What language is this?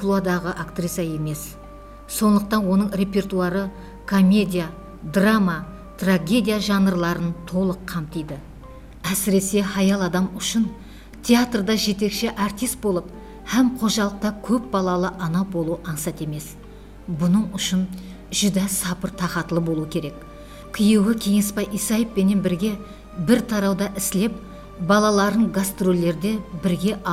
Kara-Kalpak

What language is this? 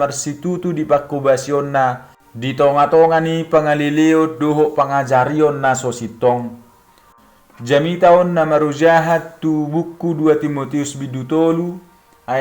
Batak Toba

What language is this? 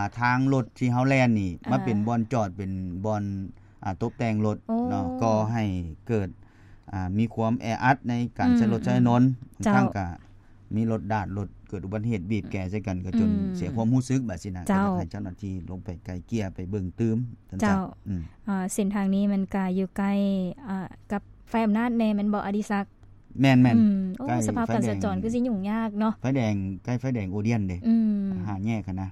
Lao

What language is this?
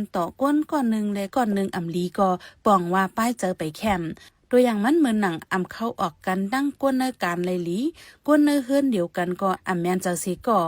Shan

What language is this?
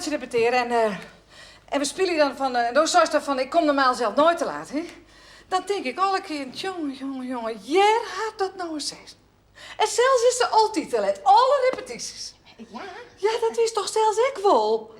Western Frisian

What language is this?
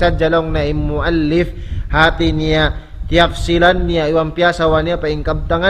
Tausug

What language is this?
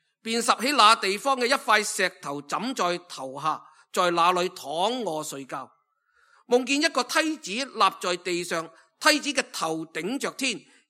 Cantonese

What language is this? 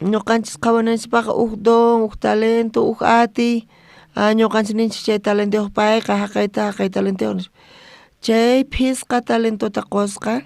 South Bolivian Quechua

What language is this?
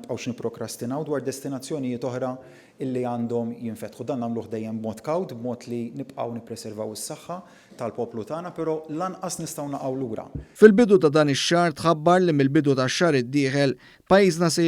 Maltese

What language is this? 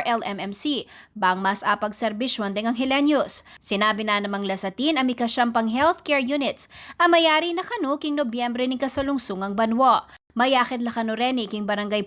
Pampanga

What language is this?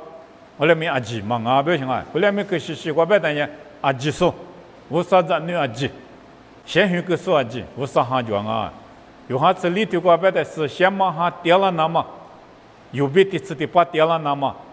Lisu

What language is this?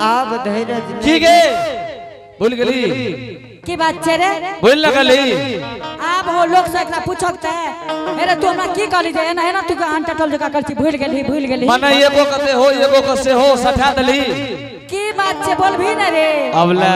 Angika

